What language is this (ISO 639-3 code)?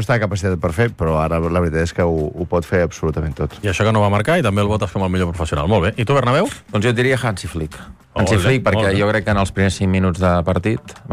cat